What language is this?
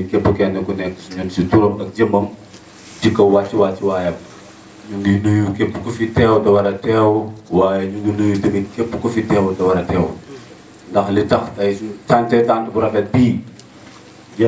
Wolof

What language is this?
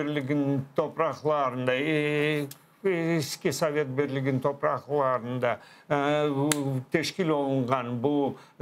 Crimean Tatar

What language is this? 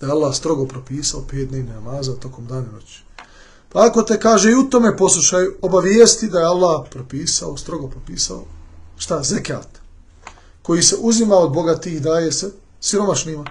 Bosnian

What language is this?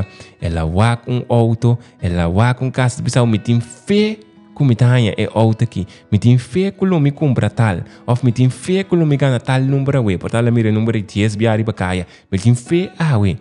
Papiamento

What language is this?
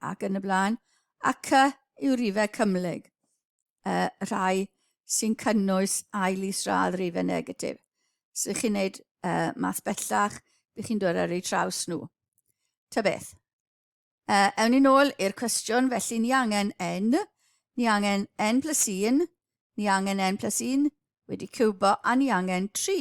Welsh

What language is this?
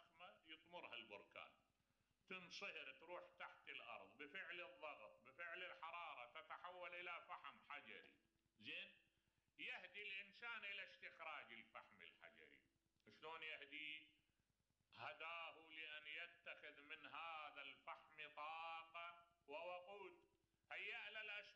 Mesopotamian Arabic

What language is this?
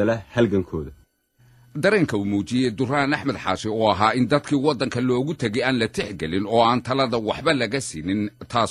Somali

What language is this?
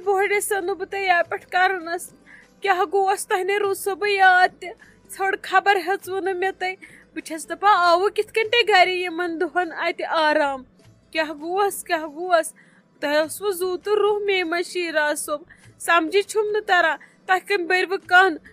Kashmiri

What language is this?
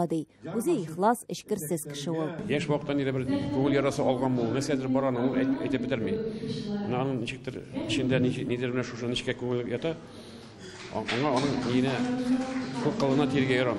Tatar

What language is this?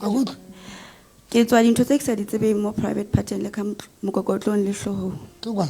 Southern Sotho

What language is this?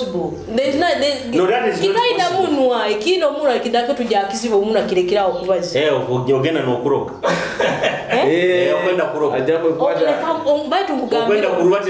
Nyoro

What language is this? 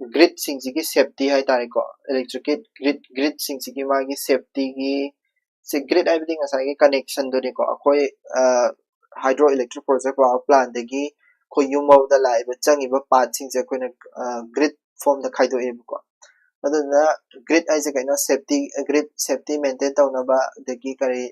Manipuri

